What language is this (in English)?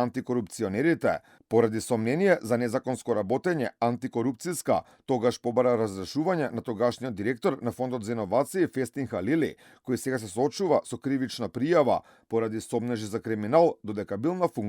Macedonian